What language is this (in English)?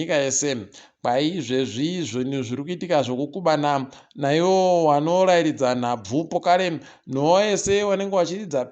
Ndau